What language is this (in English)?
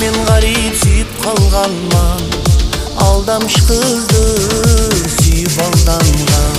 Kara-Kalpak